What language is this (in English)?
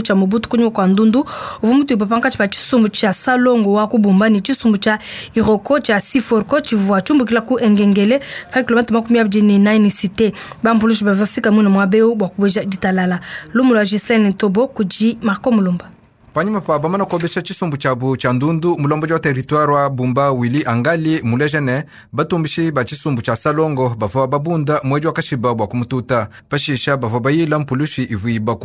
Luba-Lulua